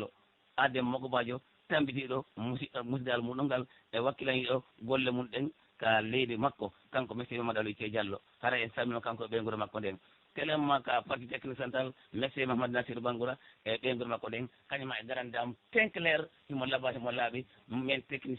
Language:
Pular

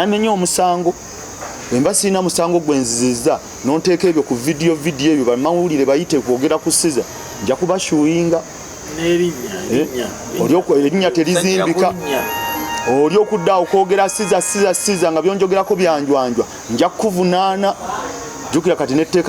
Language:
Ganda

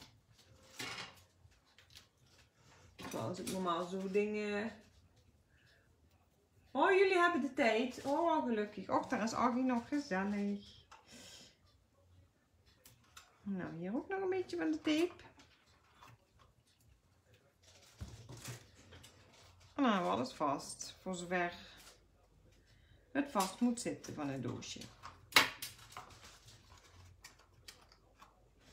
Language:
Dutch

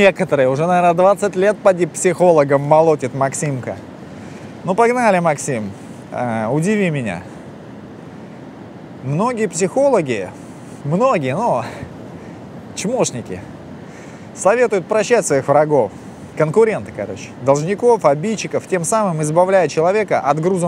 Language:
Russian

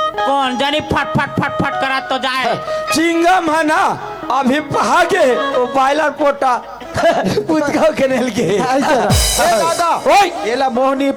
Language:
Chhattisgarhi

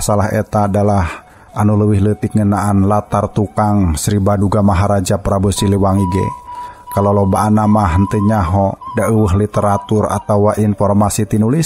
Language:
Sundanese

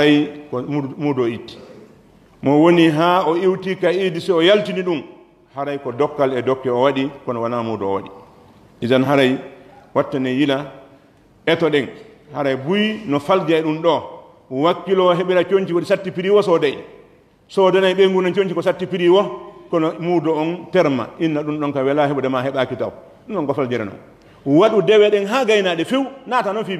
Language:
Pular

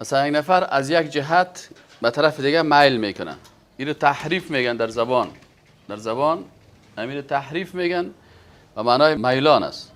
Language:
Persian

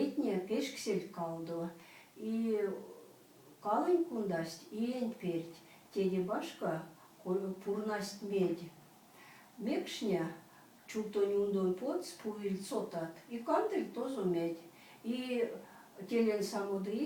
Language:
Erzya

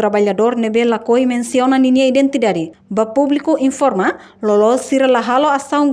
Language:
Tetum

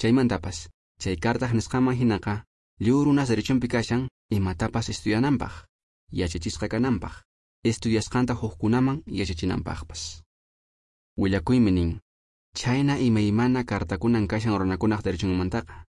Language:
Quechua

